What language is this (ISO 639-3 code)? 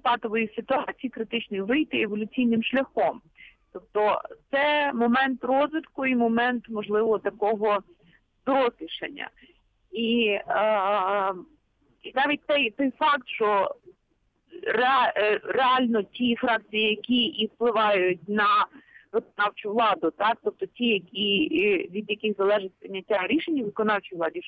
ukr